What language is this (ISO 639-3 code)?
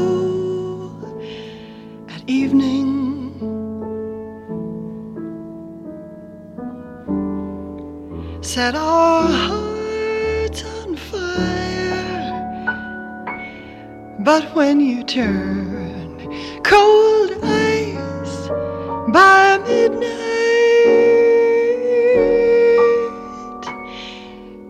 eng